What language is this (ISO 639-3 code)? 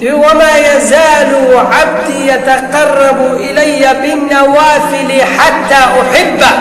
kur